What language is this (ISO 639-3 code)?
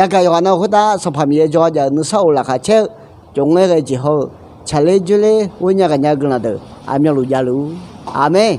ahk